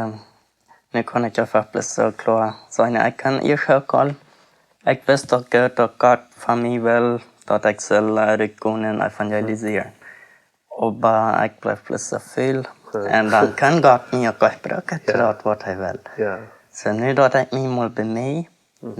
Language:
Plautdietsch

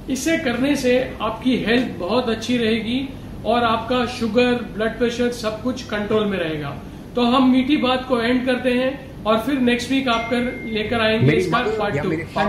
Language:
Hindi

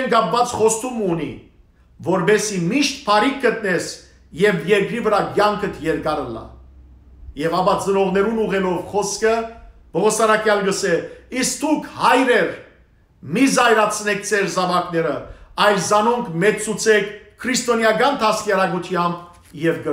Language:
Western Armenian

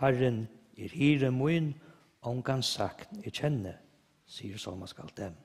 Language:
Faroese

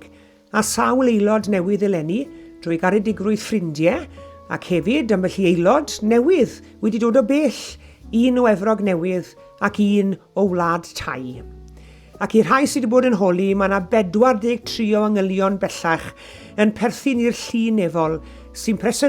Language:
Welsh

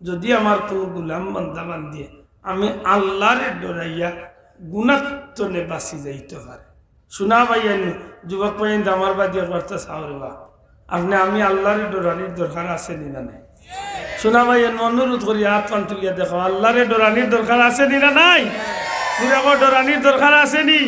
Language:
Sylheti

